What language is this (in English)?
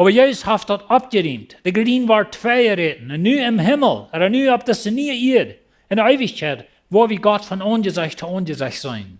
Plautdietsch